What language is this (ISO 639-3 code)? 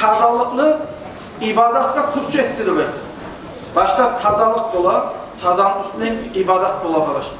kum